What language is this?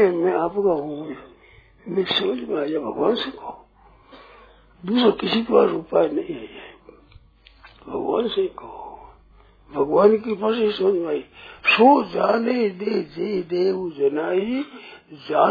Hindi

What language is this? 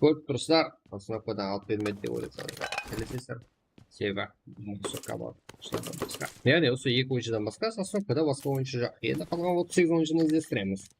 Kara-Kalpak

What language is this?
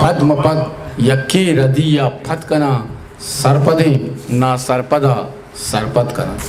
Eastern Balochi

